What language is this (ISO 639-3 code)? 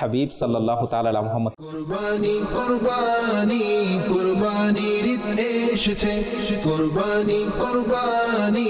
ben